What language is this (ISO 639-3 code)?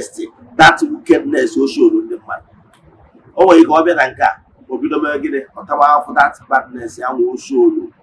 ibo